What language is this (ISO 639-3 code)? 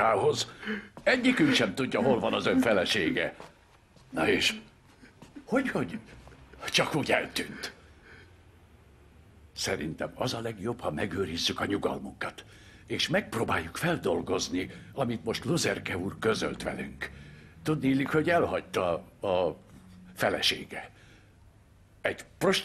hun